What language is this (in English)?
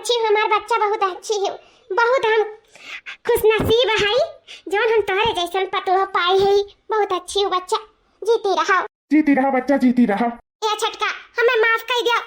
Awadhi